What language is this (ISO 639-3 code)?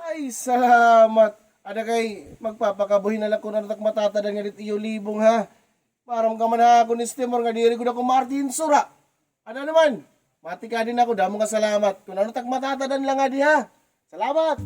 war